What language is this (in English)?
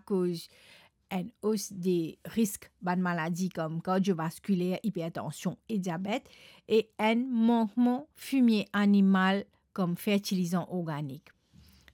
Morisyen